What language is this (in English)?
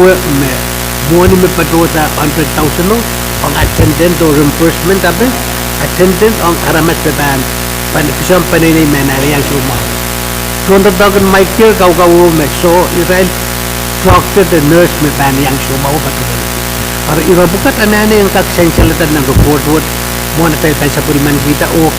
Pohnpeian